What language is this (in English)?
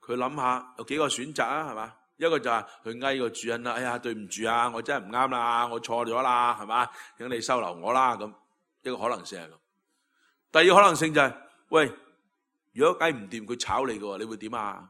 Cantonese